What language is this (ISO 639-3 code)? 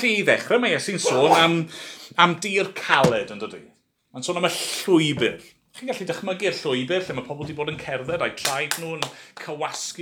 cym